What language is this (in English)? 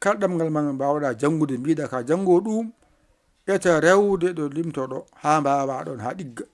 Fula